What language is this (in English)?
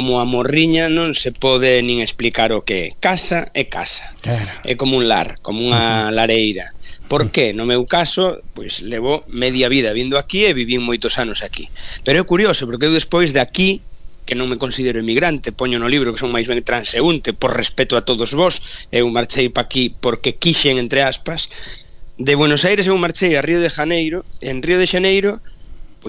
Galician